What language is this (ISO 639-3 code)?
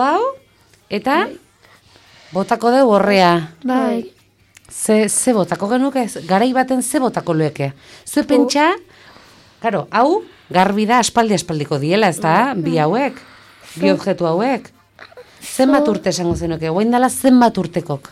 eus